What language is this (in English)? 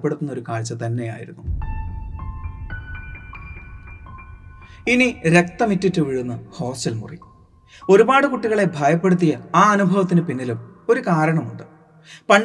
Malayalam